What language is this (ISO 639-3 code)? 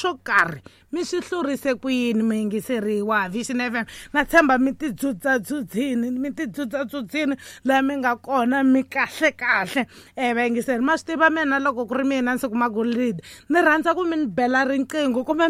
tso